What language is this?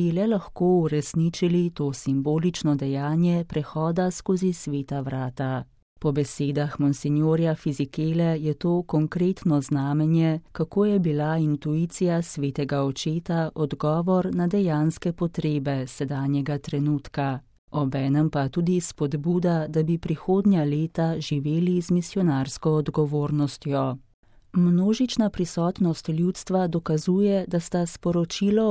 Slovenian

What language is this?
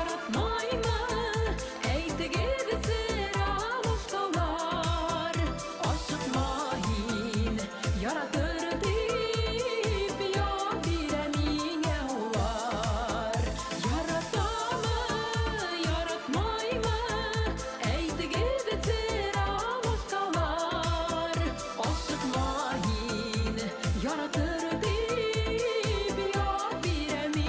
Bashkir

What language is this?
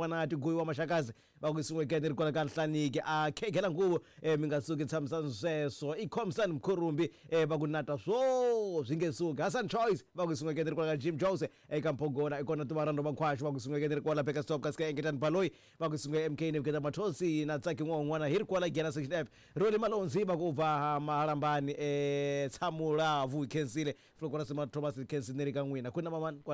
Tsonga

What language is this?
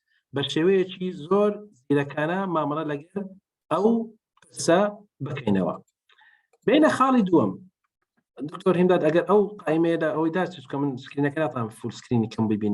Central Kurdish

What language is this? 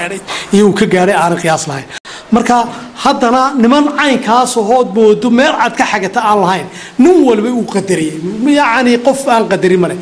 Somali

